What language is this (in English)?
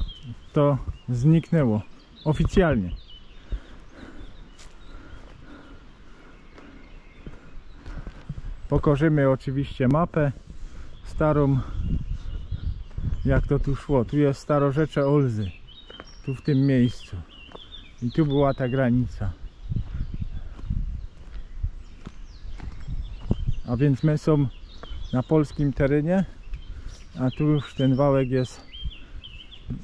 Polish